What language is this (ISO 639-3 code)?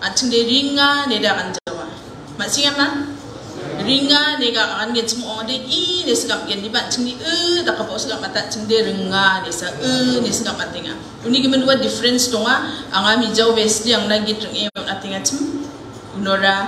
grt